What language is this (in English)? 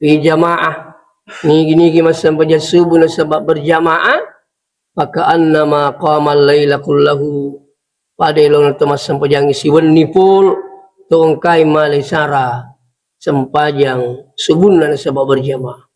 Buginese